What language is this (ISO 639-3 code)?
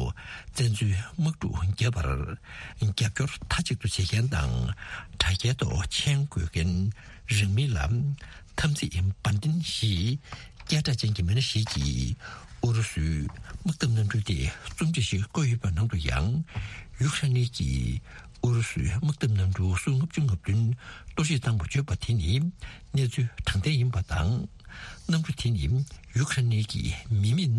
bod